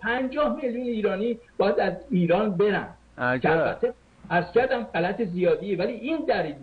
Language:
Persian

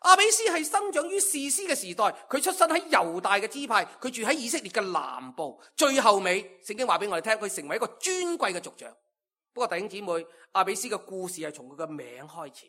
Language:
Cantonese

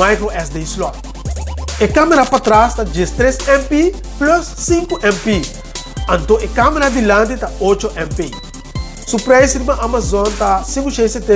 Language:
Papiamento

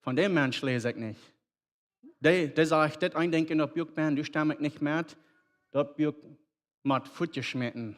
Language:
Plautdietsch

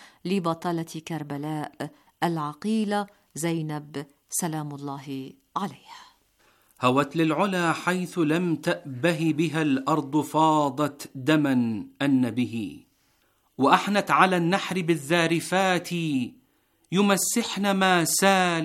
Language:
Arabic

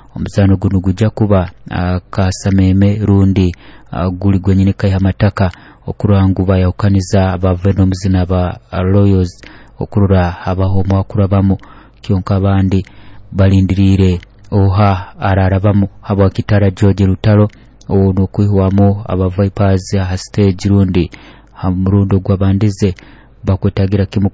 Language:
Nyoro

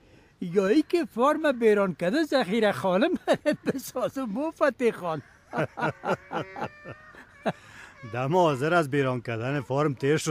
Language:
Persian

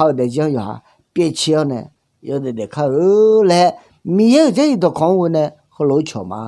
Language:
Akha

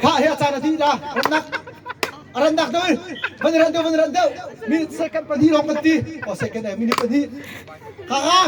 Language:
Hakha Chin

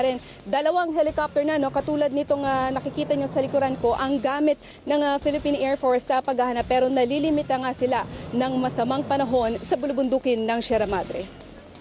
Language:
Filipino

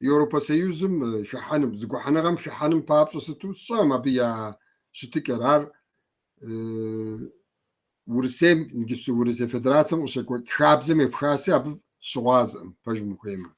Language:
Kabardian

